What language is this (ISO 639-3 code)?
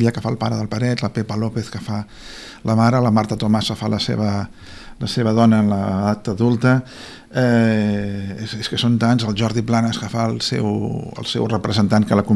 cat